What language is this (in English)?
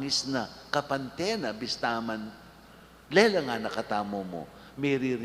Pampanga